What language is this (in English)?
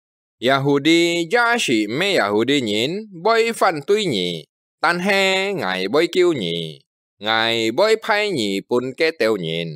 Hakka Chinese